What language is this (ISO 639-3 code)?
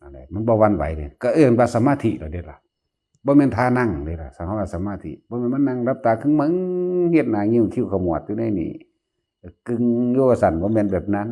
tts